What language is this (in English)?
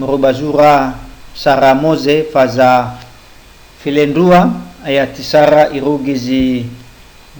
Nias